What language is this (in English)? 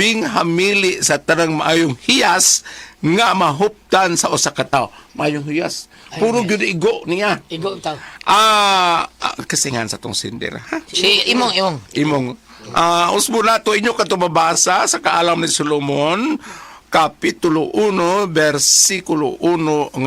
Cebuano